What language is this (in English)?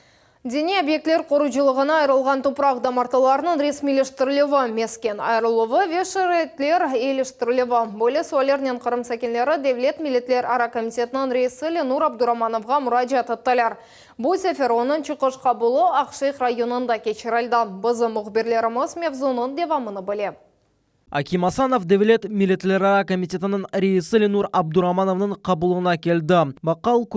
Crimean Tatar